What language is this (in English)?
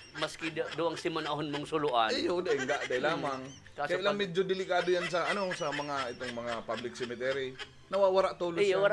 Bikol